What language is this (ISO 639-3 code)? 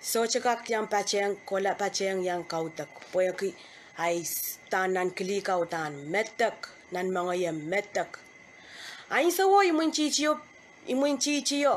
pon